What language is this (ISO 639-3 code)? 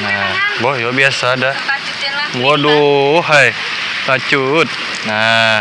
bjn